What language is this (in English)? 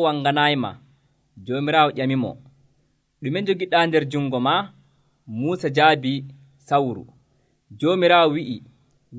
Nigerian Fulfulde